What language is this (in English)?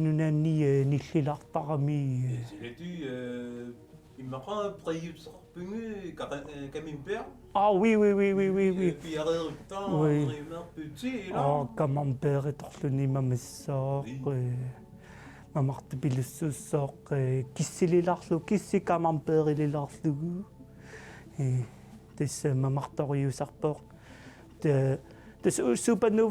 Kalaallisut